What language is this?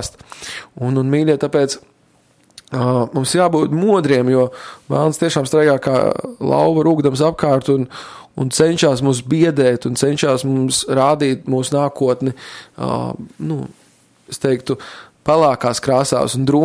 Latvian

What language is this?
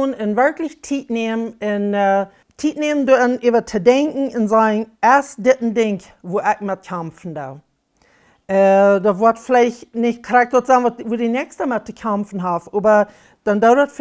Plautdietsch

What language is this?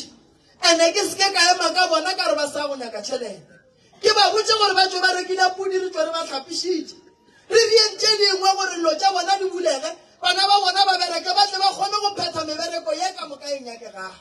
Northern Sotho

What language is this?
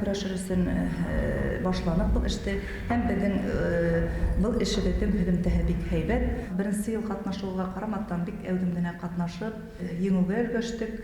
Bashkir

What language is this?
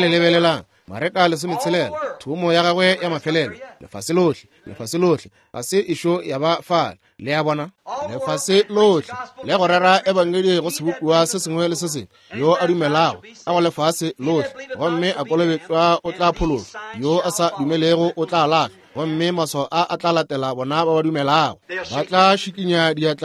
Northern Sotho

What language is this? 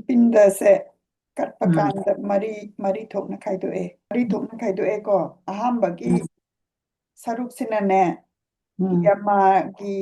Manipuri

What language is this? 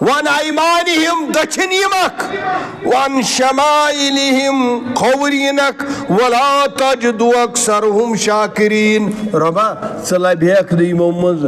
Kashmiri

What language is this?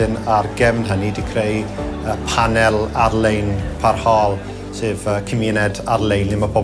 Welsh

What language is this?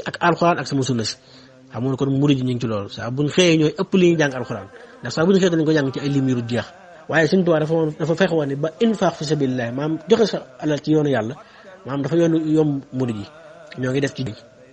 Wolof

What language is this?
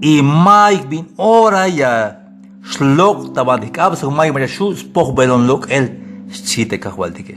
Tzeltal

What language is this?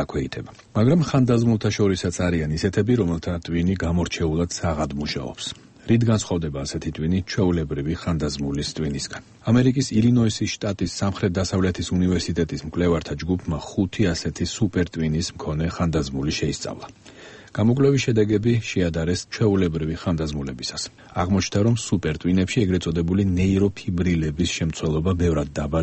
Georgian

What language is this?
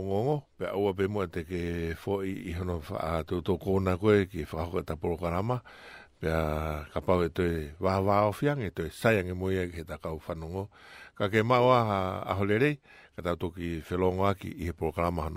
Tongan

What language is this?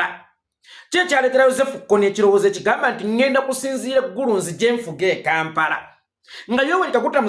Ganda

